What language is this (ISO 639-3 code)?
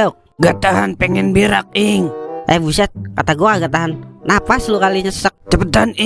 bew